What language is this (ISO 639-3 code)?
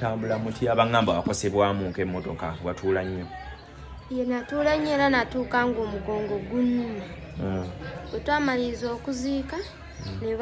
lug